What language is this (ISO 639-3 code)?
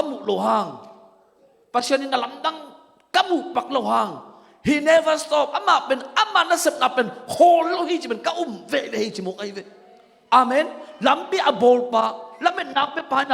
ctd